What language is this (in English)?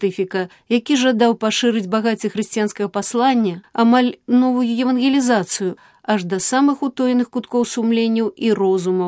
Belarusian